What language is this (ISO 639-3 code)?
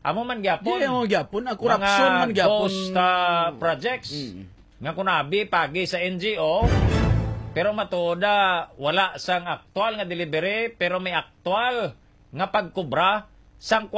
hil